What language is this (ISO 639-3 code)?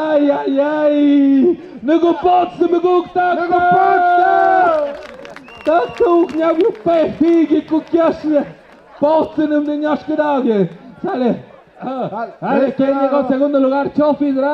mxp